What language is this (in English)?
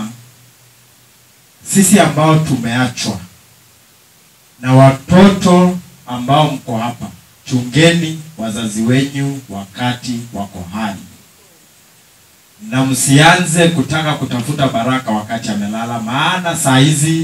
Swahili